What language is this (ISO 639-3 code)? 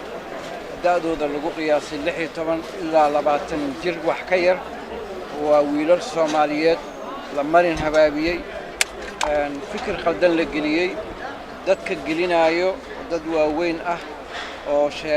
som